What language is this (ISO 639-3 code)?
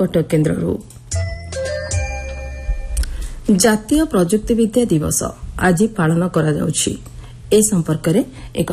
ori